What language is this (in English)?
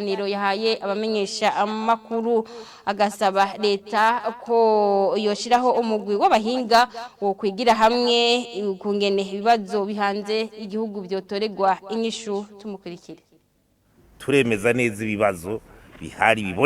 Rundi